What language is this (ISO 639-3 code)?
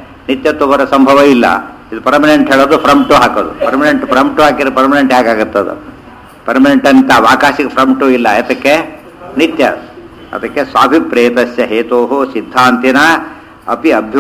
kan